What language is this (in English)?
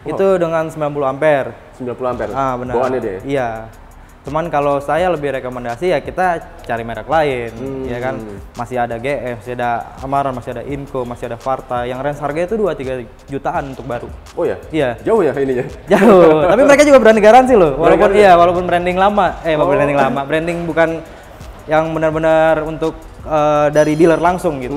Indonesian